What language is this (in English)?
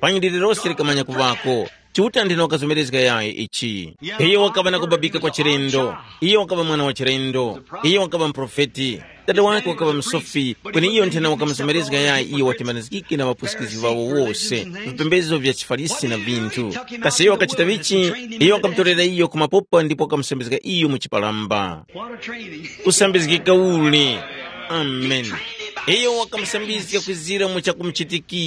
Tumbuka